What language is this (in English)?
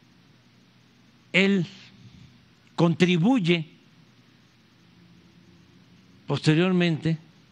Spanish